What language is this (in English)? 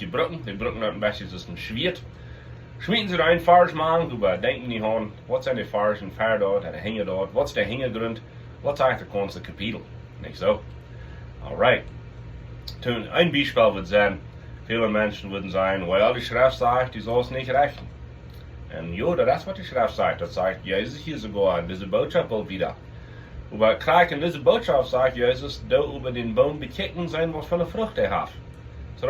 Plautdietsch